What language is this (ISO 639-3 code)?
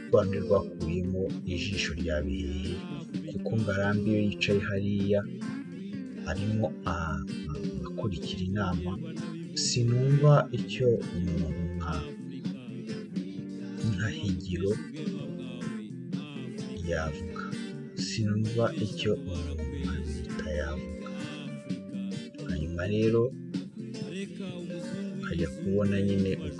kin